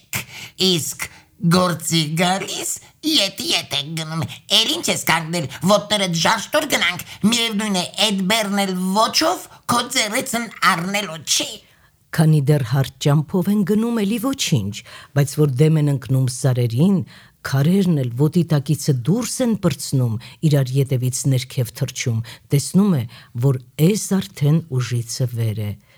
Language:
Armenian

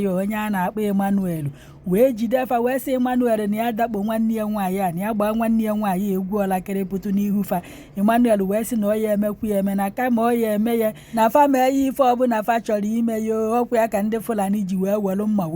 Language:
Igbo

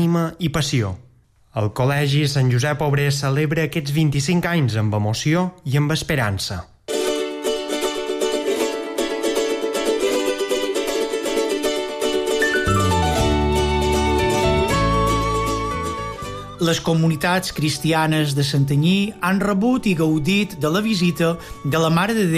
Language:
Catalan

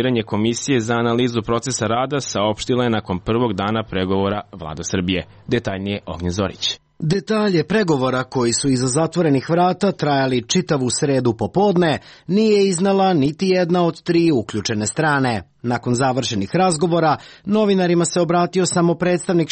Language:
Serbian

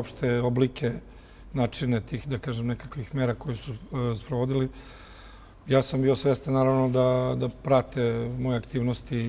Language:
Serbian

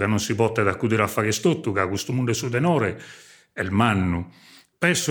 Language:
Sardinian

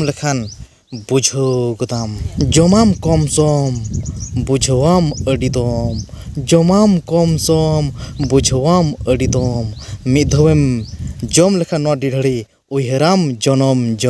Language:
Santali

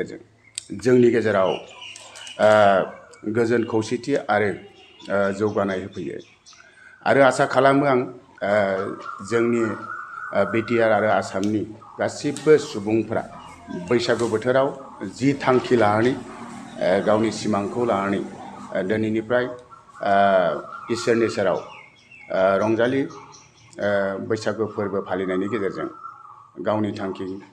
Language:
Bodo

